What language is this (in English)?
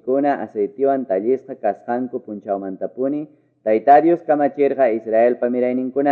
Quechua